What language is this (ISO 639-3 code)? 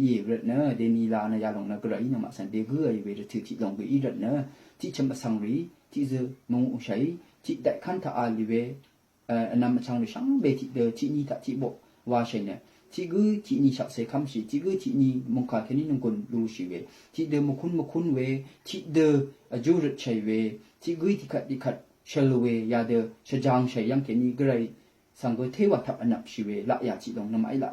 raw